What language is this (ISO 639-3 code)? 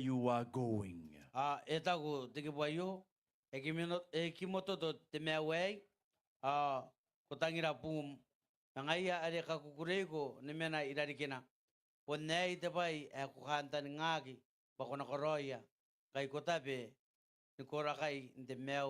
gil